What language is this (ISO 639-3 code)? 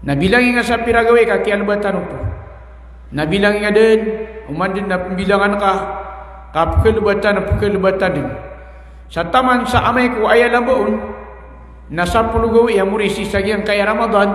mrw